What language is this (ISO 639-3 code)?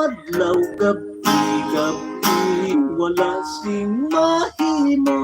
hil